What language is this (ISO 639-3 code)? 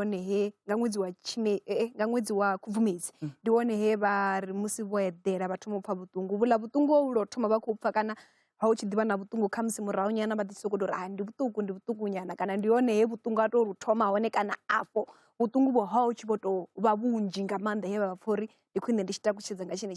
ven